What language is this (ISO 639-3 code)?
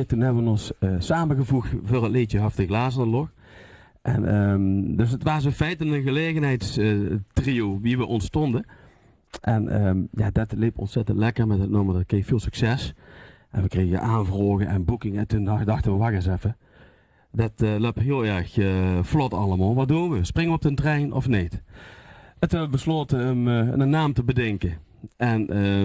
lim